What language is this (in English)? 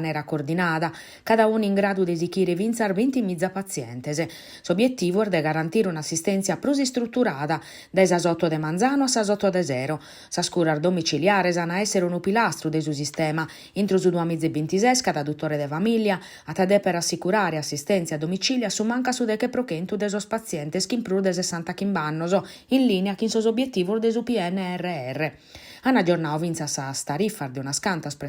Sardinian